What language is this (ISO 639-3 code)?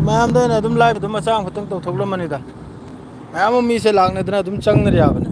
mni